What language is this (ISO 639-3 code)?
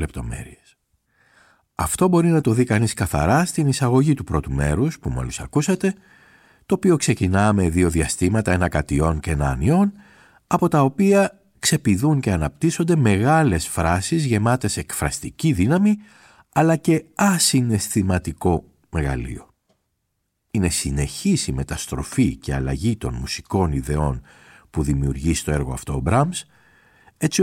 ell